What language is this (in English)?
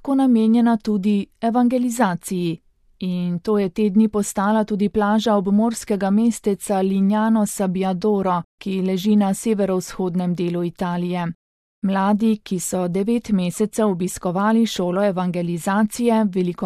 Slovenian